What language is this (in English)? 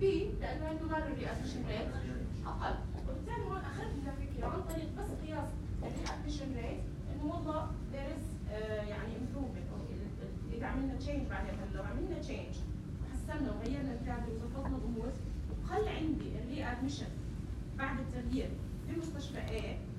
North Levantine Arabic